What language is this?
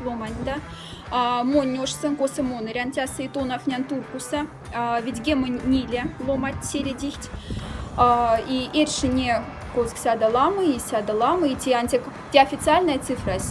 Moksha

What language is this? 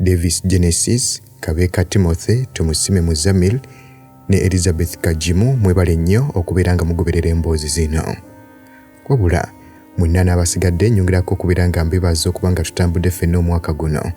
Ganda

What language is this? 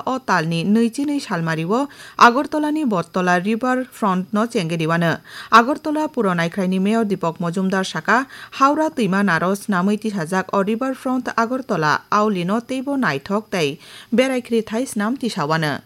Kok Borok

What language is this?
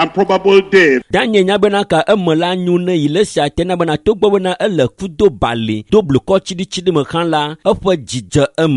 Ewe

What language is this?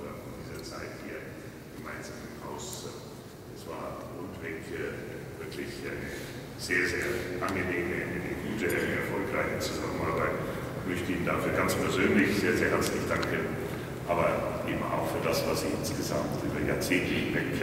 German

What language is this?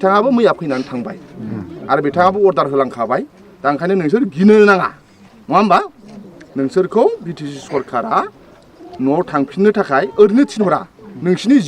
Bodo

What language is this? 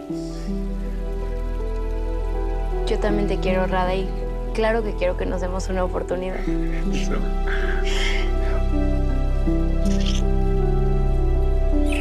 Spanish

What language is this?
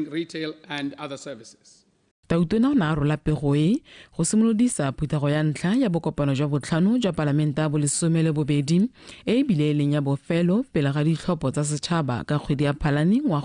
Tswana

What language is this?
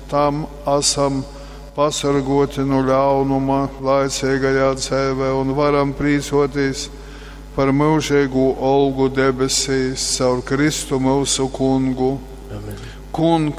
Latgalian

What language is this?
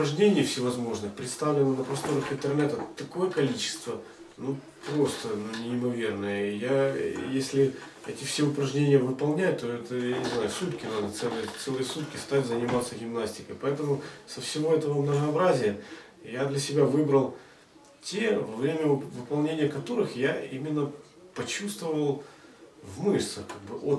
Russian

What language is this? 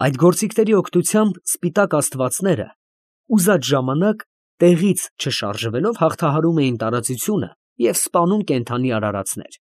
Armenian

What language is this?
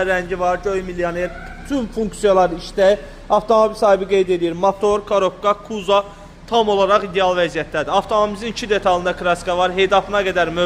Azerbaijani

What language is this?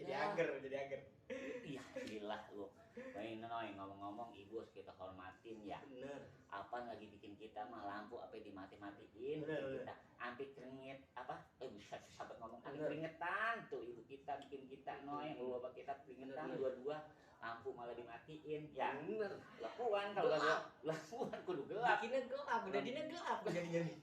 Betawi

